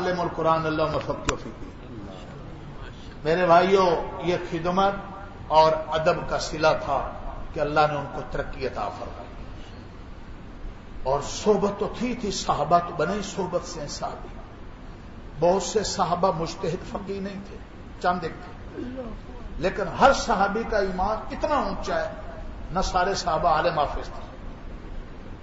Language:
Urdu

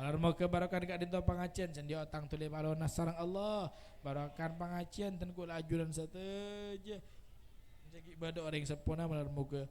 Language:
Madurese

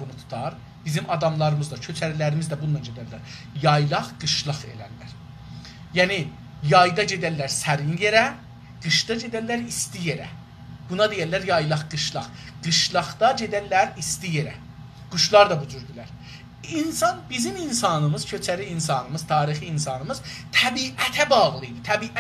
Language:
South Azerbaijani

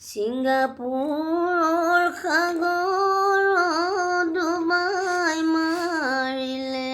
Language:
Assamese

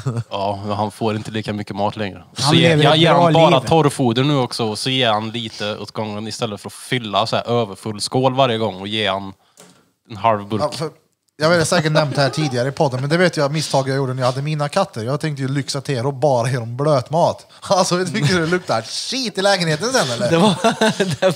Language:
Swedish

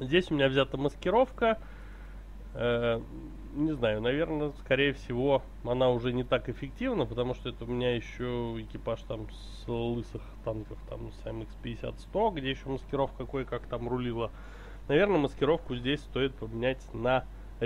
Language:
Russian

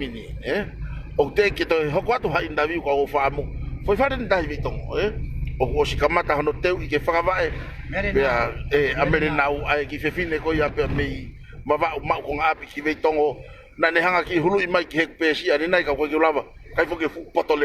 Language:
Tongan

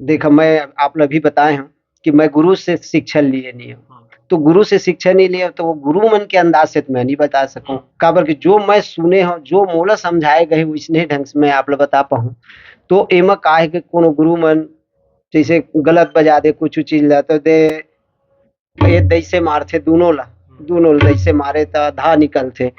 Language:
Chhattisgarhi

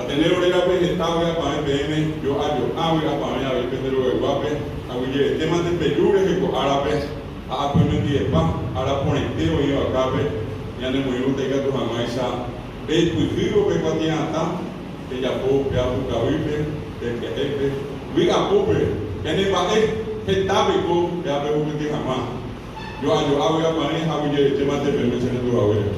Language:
Guarani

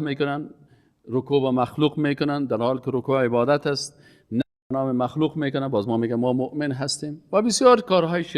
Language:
Persian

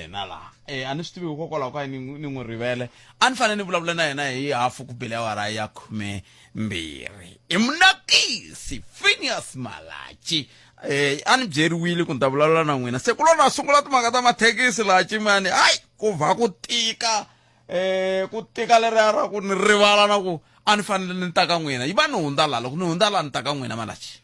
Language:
Tsonga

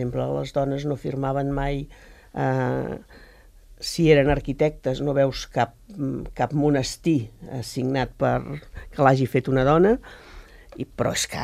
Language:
Catalan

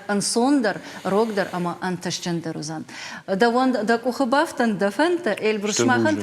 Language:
Ossetic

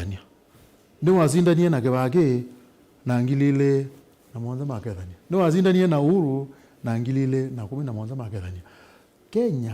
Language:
Kamba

